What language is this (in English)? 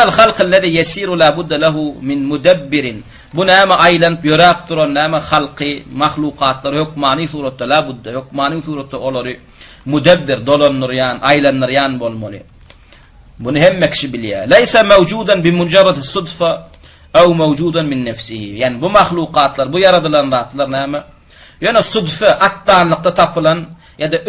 Turkmen